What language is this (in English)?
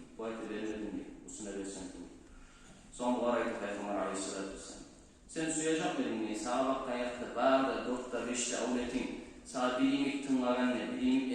Kumyk